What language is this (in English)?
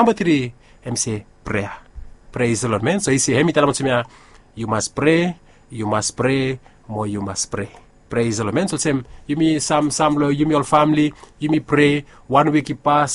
Bislama